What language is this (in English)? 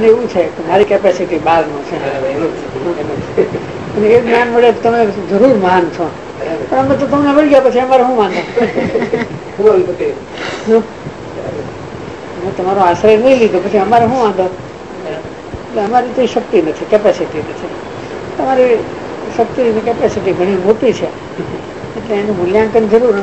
Gujarati